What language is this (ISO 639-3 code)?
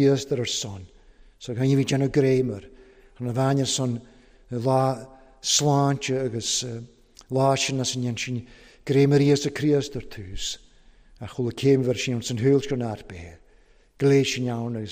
cym